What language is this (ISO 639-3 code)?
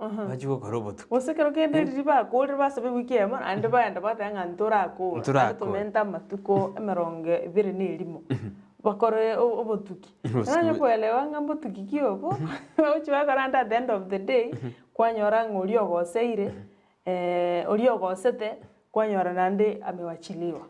guz